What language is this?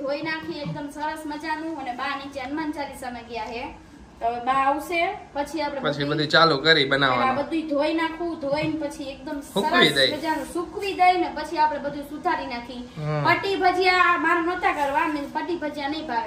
Gujarati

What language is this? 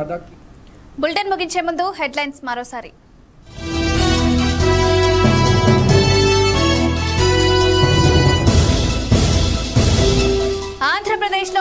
Telugu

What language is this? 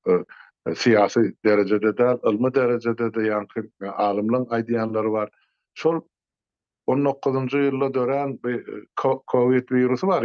Turkmen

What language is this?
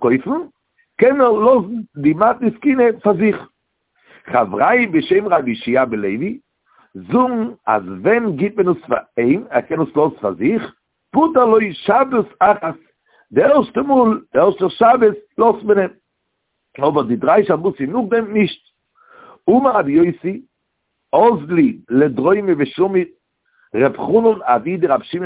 Yiddish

